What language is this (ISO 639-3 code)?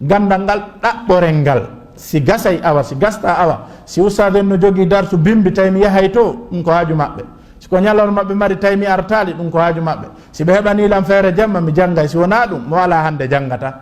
ful